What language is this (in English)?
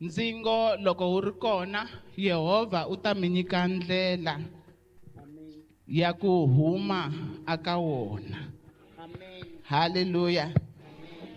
Tsonga